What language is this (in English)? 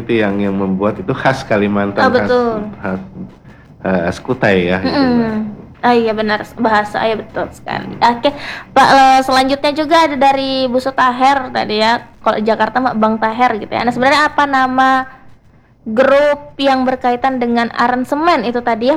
Indonesian